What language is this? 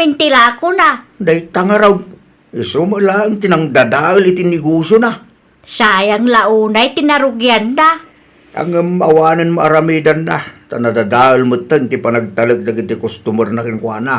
Iloko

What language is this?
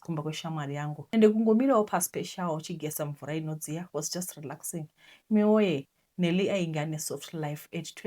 Shona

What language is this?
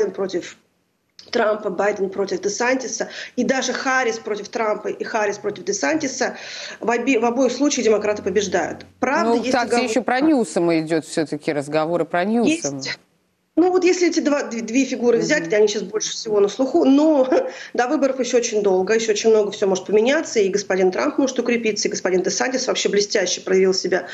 Russian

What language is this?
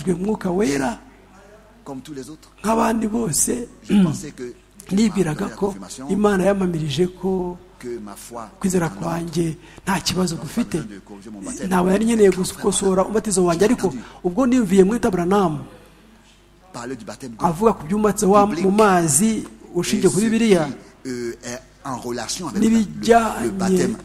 Kinyarwanda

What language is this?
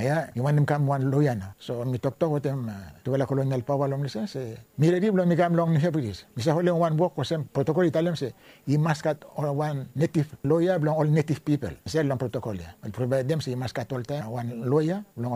Bislama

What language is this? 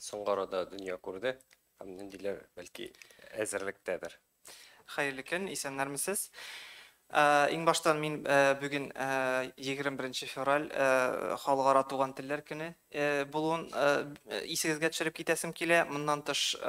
Tatar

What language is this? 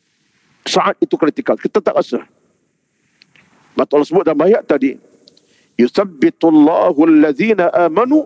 Malay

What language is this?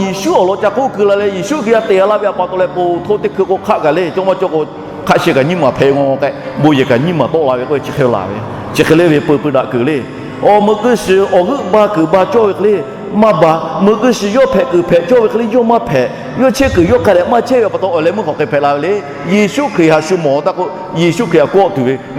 Lahu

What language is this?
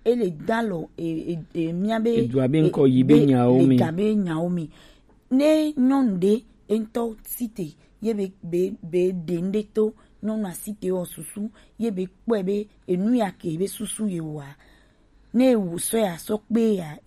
Gen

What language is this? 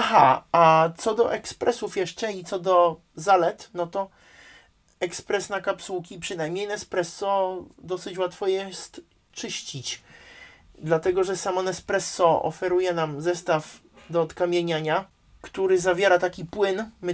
Polish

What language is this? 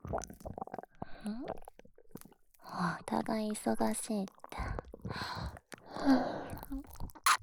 Japanese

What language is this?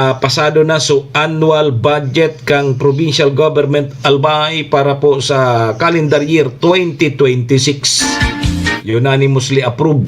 Bikol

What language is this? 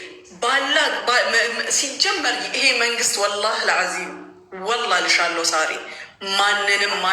Amharic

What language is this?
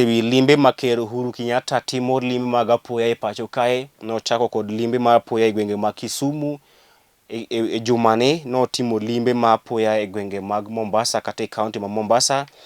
Luo (Kenya and Tanzania)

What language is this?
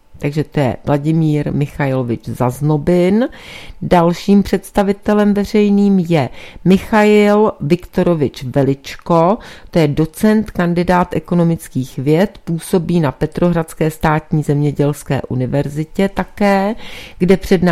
Czech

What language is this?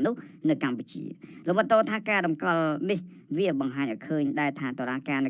Khmer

